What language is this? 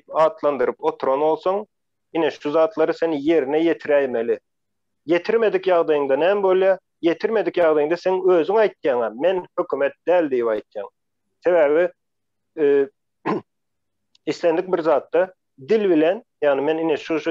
Turkmen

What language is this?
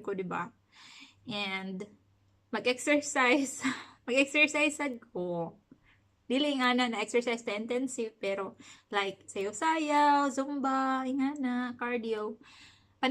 Cebuano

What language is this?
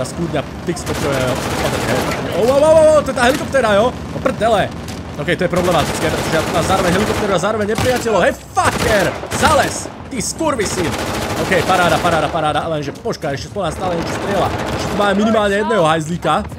Slovak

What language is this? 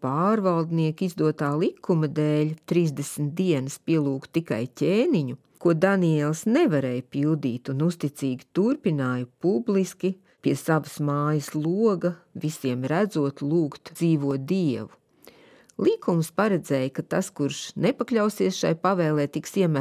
Latvian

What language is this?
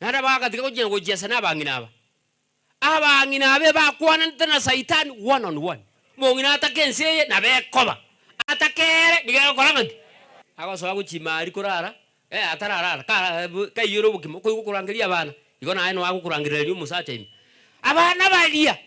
Gusii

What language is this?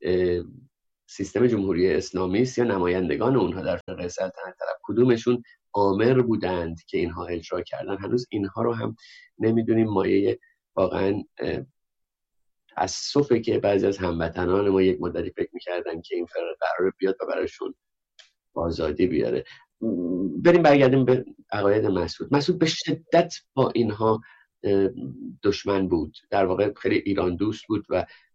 Persian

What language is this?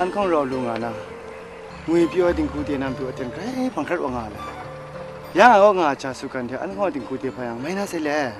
Kachin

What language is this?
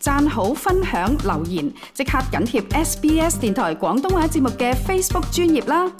Cantonese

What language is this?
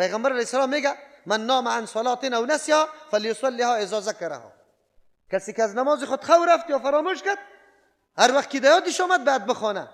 Persian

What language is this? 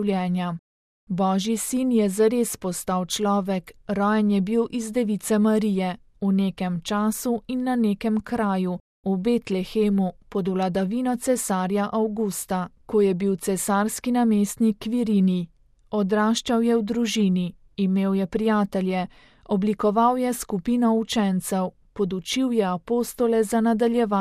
Slovenian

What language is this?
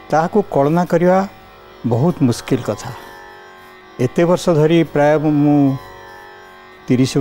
Odia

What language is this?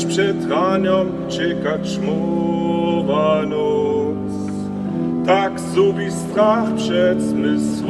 Upper Sorbian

